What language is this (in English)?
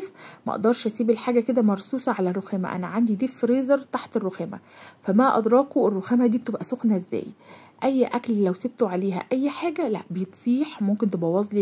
Egyptian Arabic